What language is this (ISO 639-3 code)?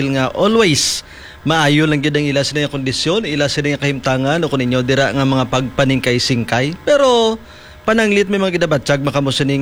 hil